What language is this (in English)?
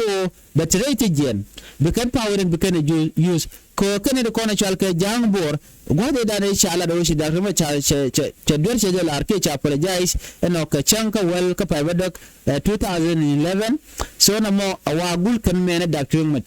Nuer